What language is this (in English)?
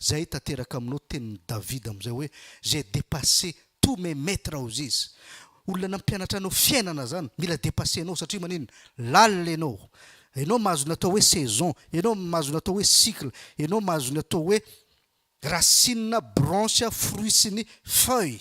Malagasy